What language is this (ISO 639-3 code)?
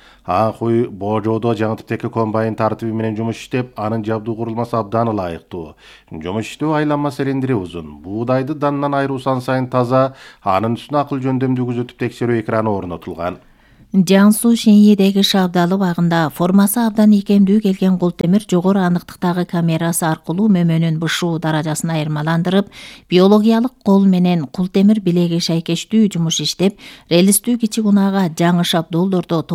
kir